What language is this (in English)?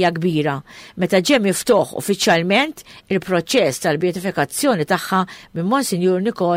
Maltese